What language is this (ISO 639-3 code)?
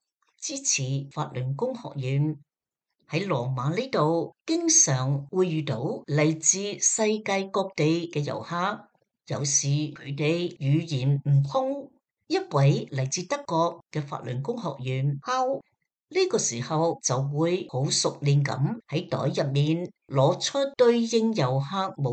yue